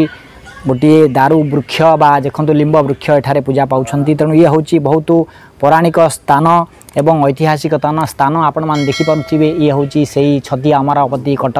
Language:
Odia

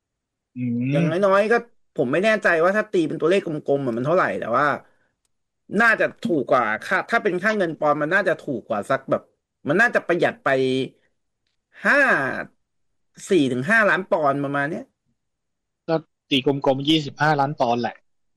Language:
Thai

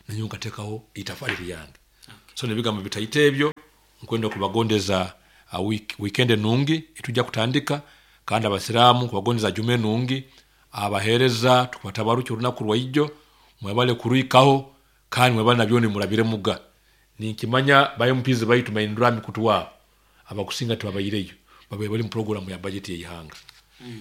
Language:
Nyoro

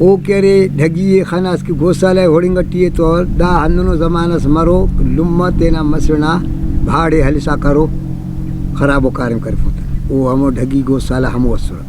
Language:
Brahui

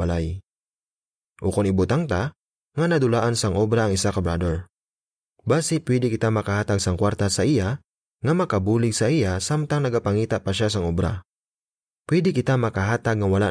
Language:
Hiligaynon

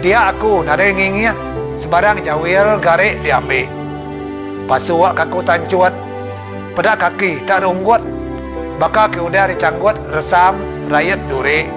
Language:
Iban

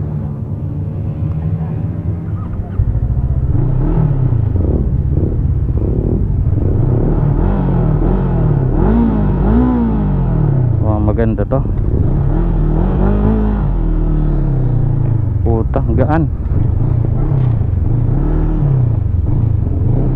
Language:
Filipino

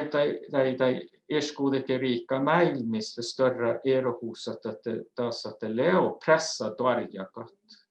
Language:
Northern Sami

